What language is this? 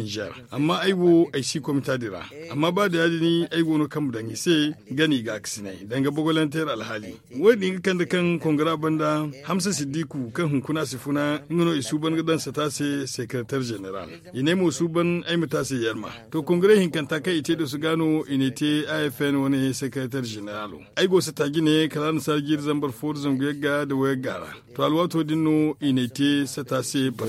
Zarma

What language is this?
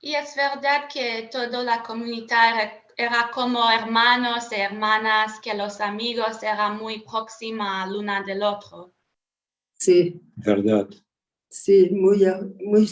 Ladino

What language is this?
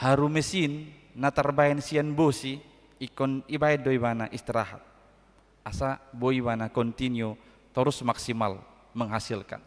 Batak Toba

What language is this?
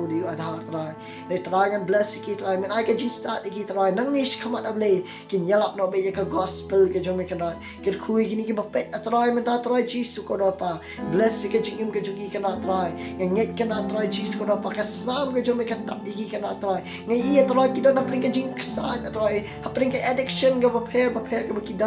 Khasi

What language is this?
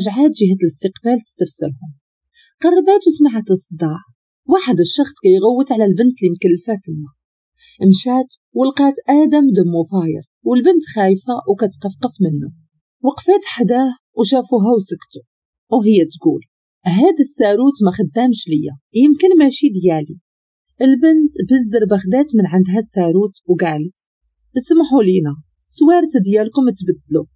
Moroccan Arabic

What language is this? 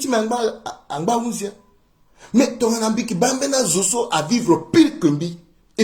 Sango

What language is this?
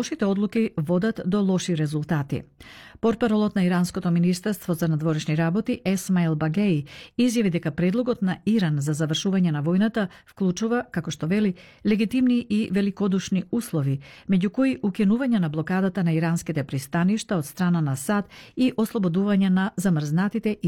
Macedonian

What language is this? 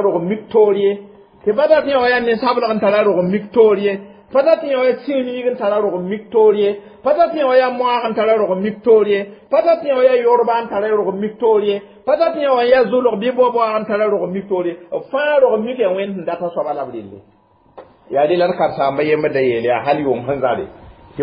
Mossi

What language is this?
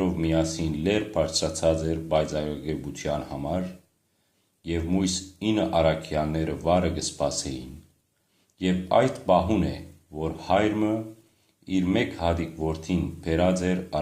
Western Armenian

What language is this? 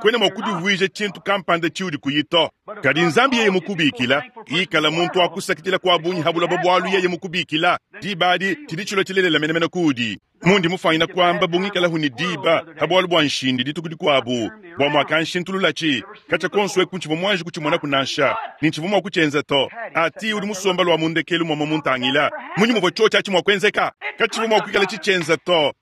Luba-Lulua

